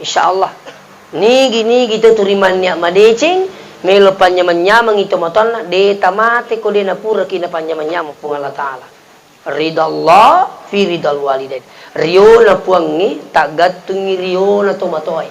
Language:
Buginese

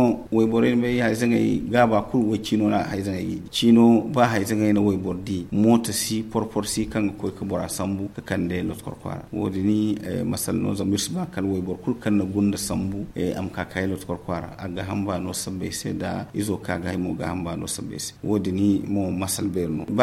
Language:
Zarma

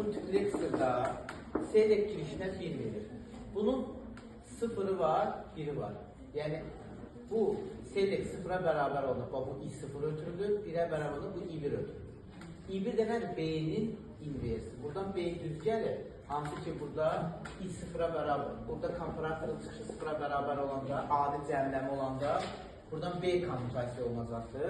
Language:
Azerbaijani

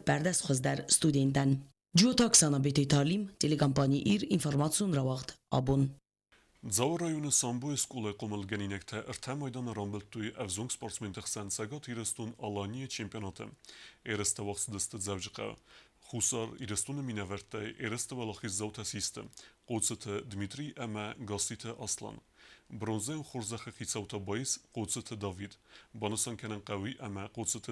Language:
Ossetic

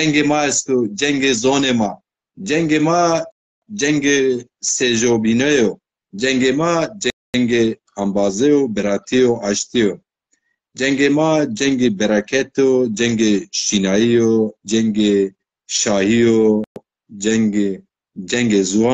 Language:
Zaza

